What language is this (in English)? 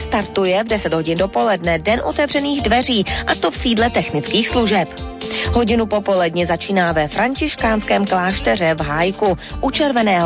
Czech